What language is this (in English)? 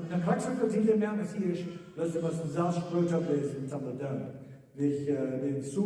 Plautdietsch